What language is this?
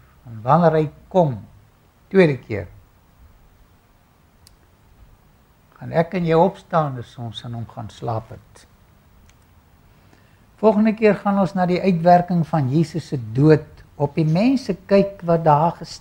Afrikaans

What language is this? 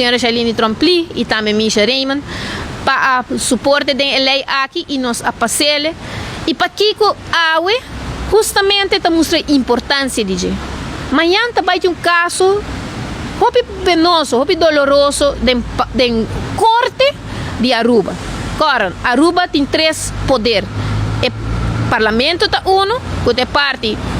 Papiamento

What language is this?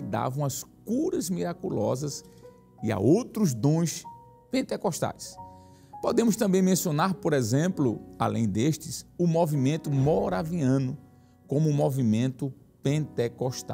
Portuguese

